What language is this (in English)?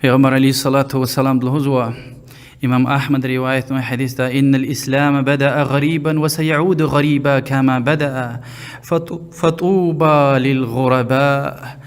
Lezghian